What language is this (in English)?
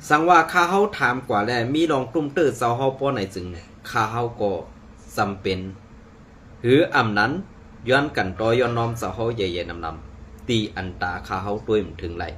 Shan